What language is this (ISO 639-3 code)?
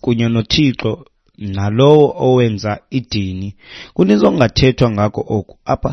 xho